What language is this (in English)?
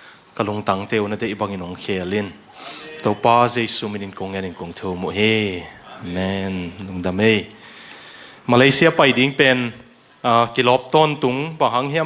Tedim Chin